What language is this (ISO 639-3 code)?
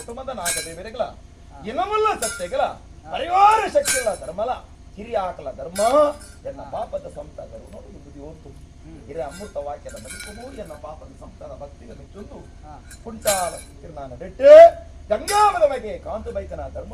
tcy